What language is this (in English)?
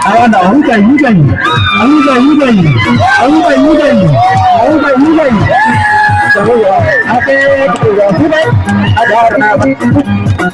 Fula